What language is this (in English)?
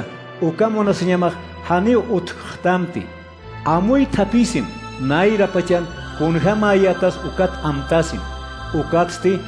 Aymara